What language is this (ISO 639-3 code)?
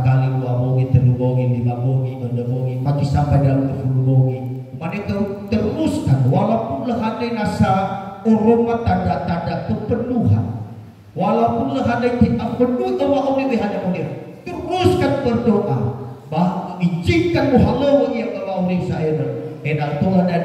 nia